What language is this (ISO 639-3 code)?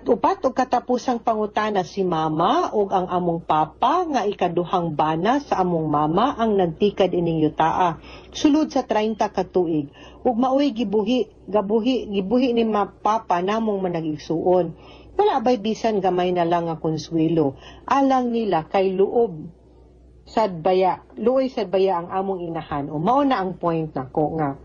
ceb